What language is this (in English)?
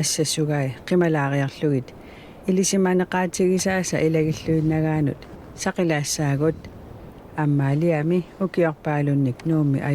Kalaallisut